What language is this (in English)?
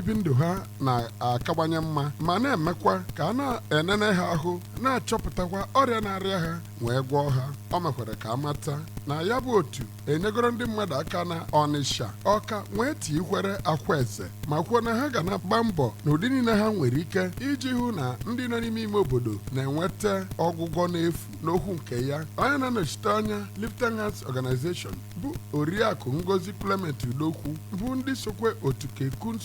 Igbo